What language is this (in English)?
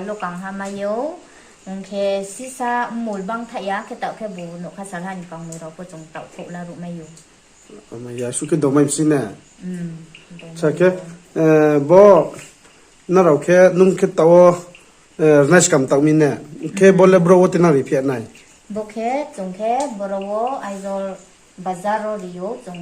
Riang (India)